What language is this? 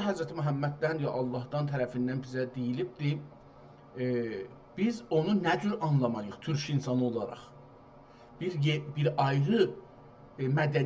South Azerbaijani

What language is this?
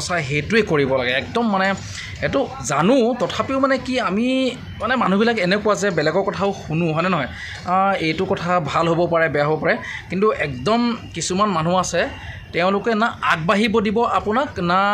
Assamese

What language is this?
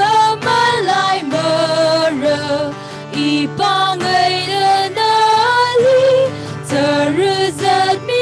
Tangkhul Naga (India)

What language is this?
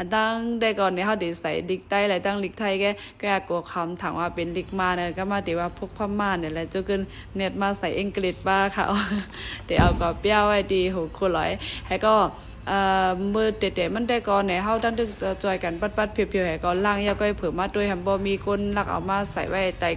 Shan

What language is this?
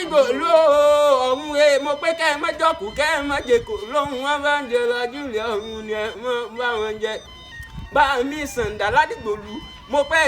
Yoruba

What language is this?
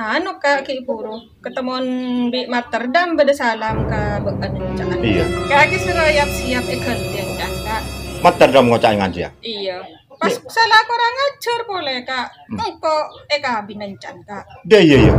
Madurese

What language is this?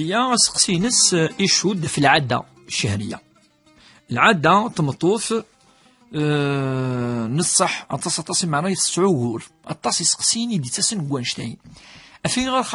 Kabyle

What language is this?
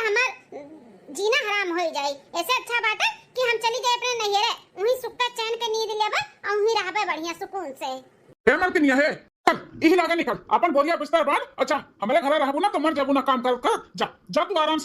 Awadhi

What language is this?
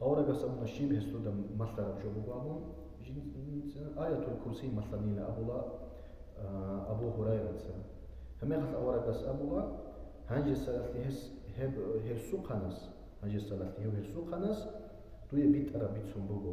Avaric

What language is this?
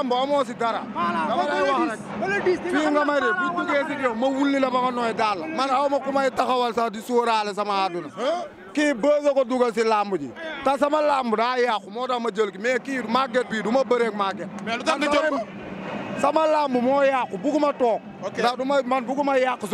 Wolof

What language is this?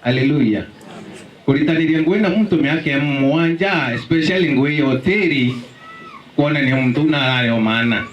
Meru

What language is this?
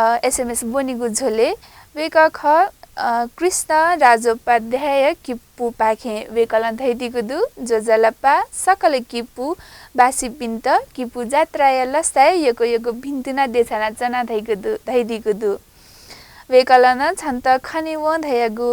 Newari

